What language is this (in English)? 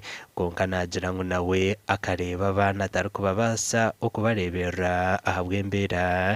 Nyankole